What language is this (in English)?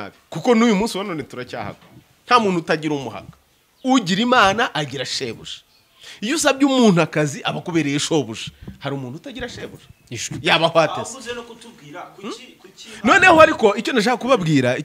Kinyarwanda